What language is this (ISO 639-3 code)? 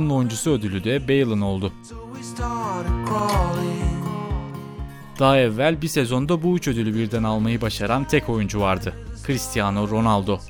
tur